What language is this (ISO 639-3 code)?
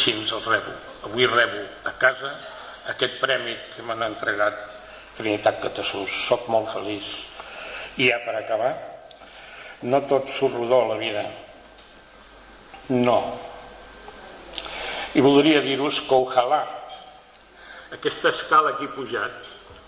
cat